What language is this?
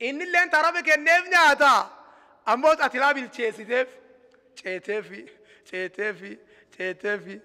Oromo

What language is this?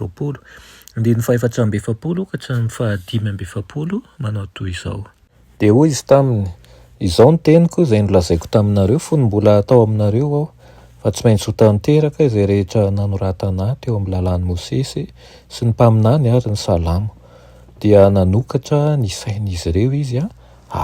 Malagasy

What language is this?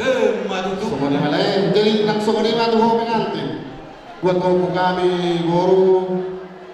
Batak Toba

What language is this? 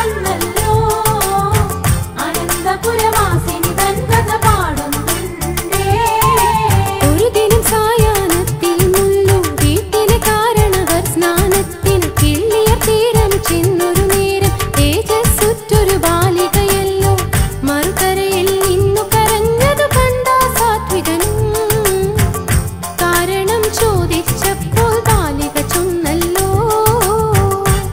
Malayalam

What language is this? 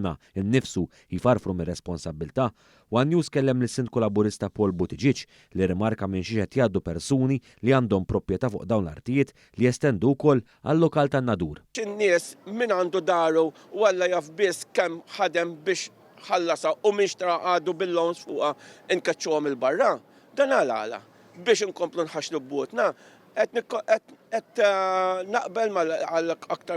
Maltese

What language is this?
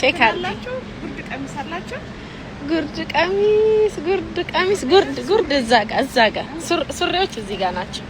Amharic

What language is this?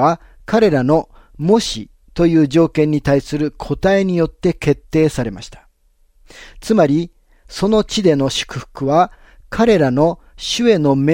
Japanese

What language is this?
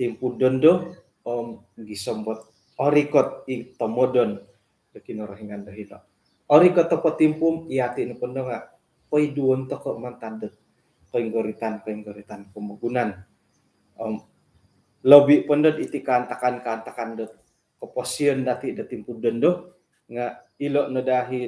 Central Dusun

